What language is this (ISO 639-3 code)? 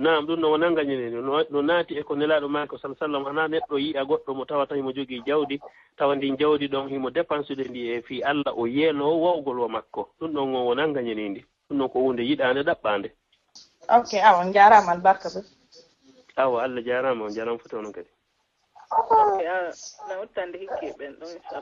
ful